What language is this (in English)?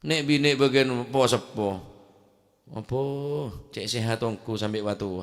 Madurese